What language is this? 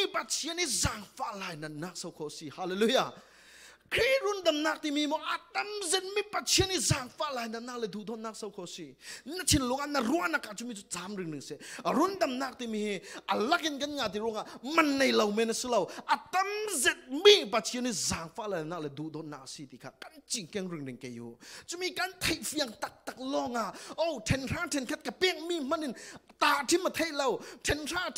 Falam Chin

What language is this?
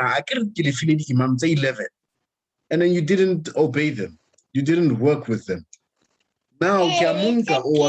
Southern Sotho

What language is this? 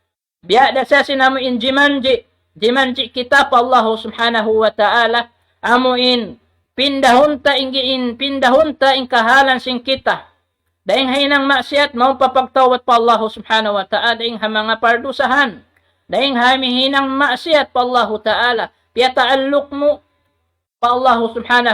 Tausug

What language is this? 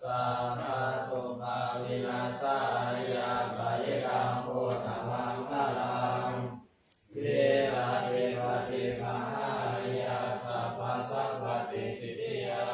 Pali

